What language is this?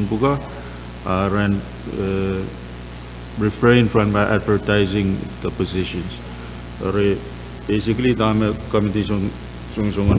Pohnpeian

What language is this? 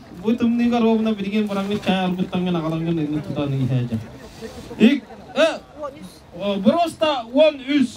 Yakut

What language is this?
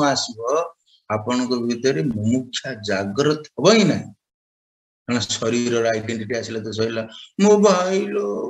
Odia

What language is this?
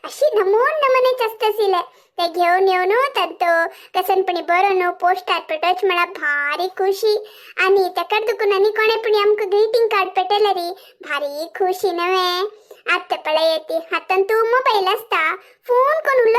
Konkani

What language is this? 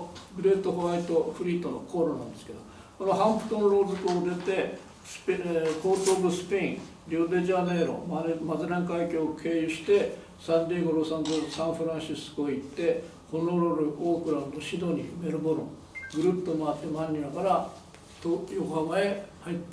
Japanese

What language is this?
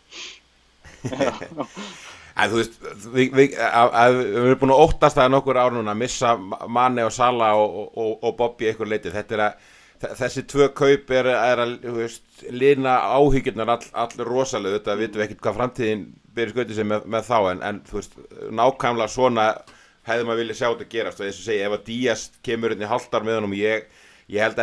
Icelandic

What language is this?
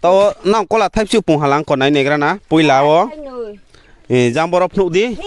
Riang (India)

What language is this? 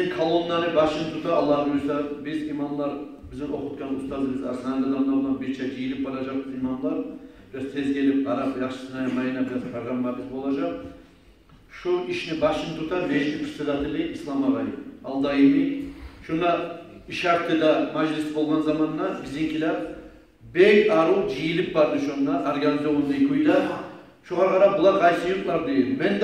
Kumyk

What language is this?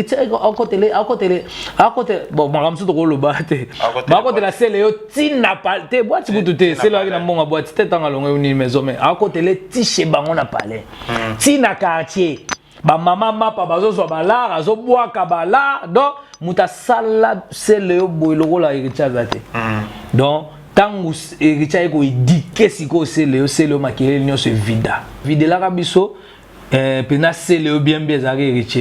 Lingala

